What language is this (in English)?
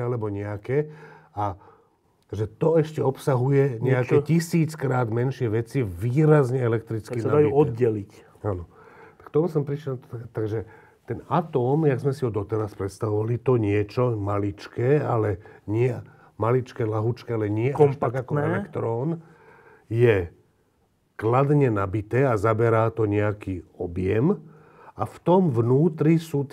Slovak